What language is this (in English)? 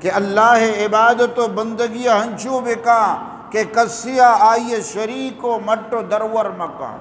Eastern Balochi